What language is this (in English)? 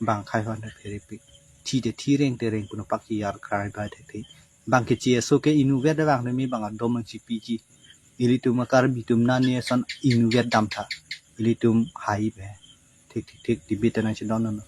Karbi